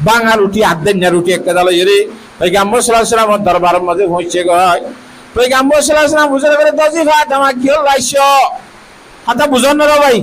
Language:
Rohingya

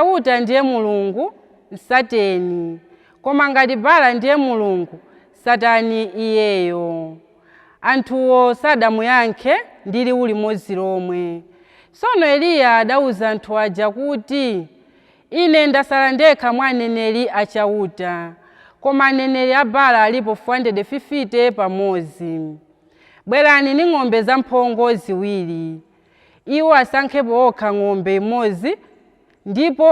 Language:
Nyanja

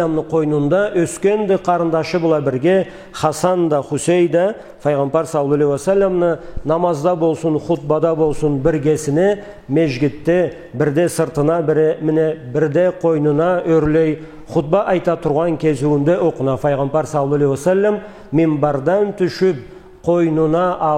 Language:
Karachay-Balkar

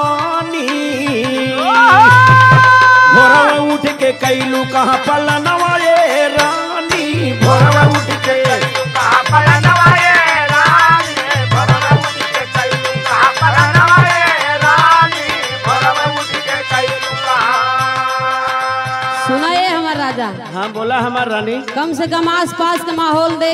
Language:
Bhojpuri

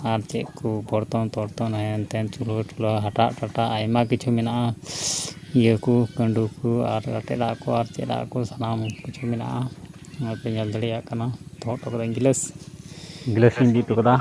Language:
Santali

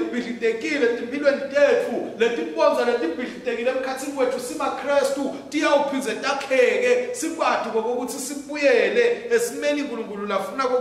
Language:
Swati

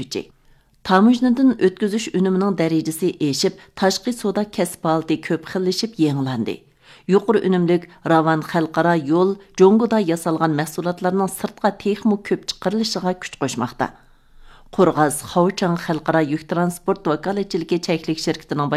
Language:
Uyghur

